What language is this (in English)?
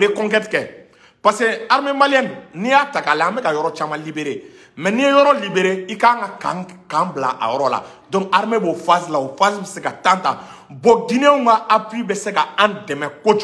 Bambara